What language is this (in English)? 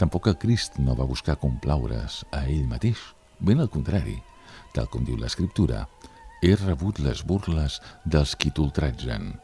Catalan